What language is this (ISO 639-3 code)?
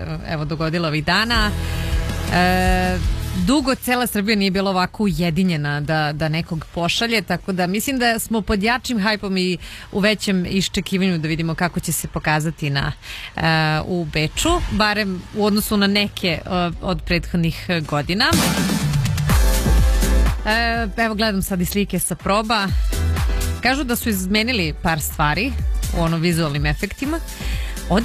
srp